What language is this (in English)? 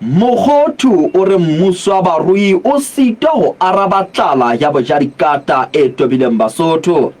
Southern Sotho